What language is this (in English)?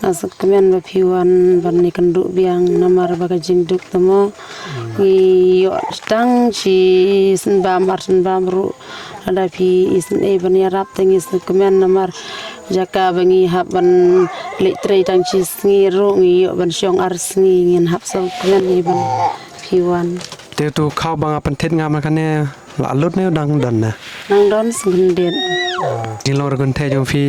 Khasi